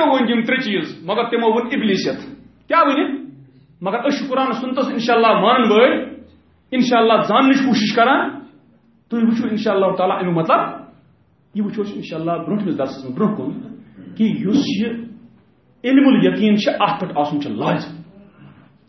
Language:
Kashmiri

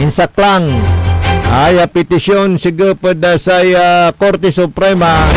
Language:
Pangasinan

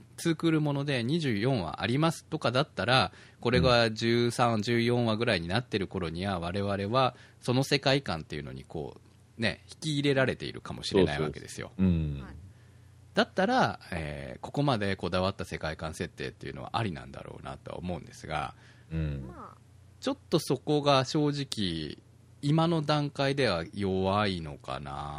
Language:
Japanese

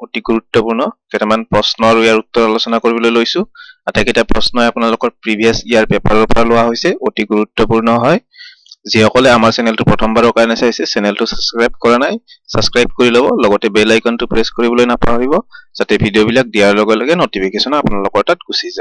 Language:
Assamese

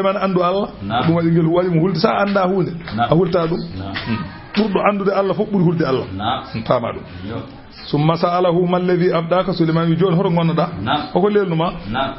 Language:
Fula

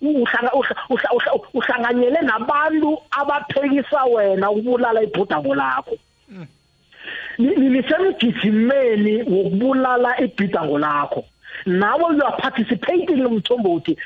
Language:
South Ndebele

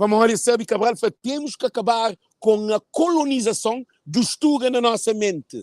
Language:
Kabuverdianu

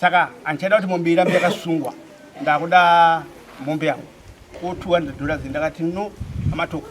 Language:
Shona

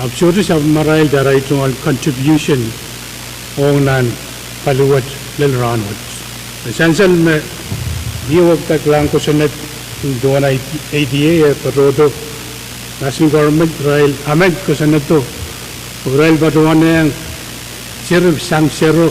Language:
Pohnpeian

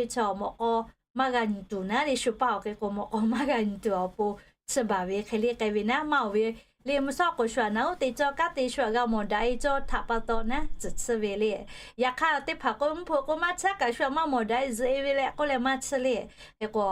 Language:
Lahu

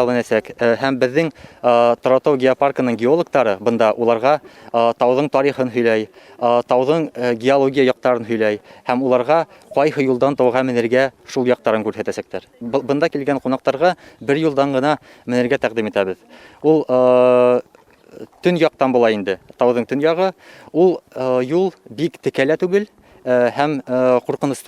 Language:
Bashkir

